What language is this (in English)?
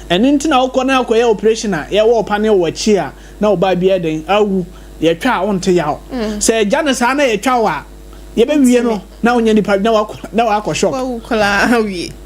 Akan